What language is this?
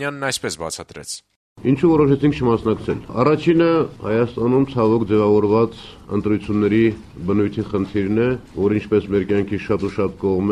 Armenian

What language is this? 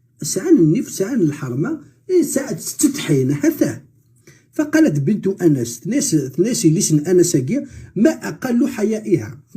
Kabyle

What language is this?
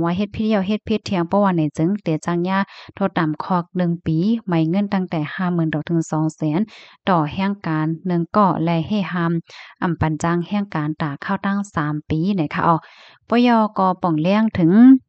Shan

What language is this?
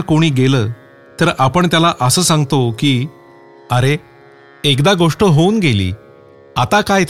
Marathi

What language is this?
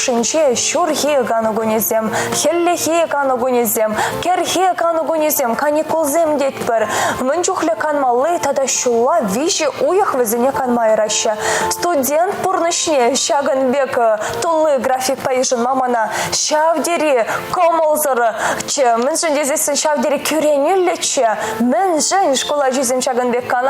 Chuvash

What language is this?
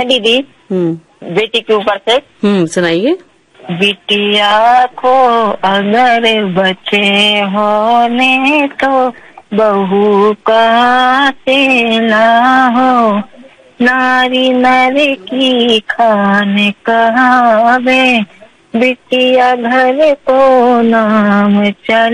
Hindi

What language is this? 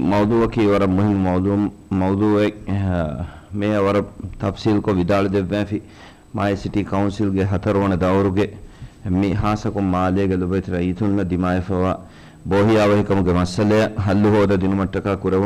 Divehi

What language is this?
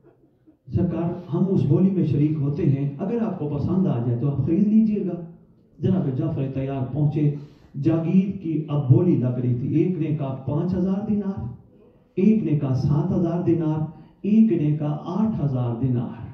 Urdu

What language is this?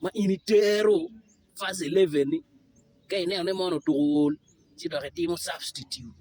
Acoli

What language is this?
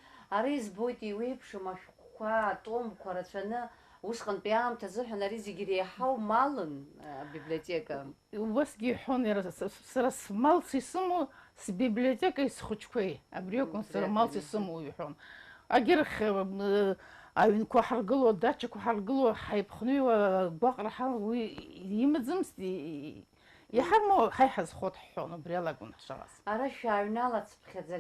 Abkhazian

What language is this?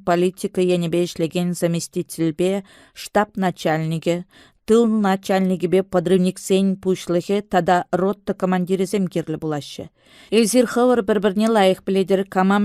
Chuvash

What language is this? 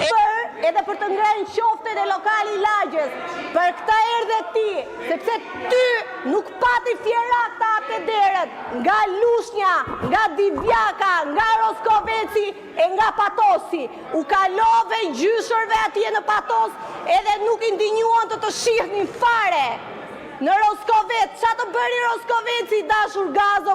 Albanian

